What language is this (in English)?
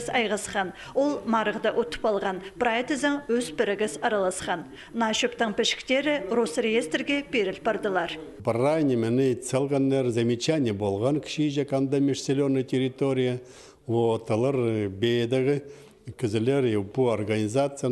Khakas